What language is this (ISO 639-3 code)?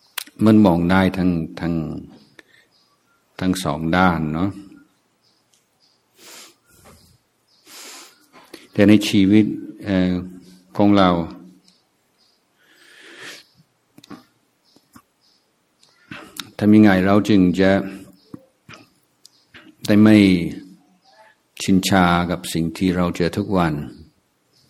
tha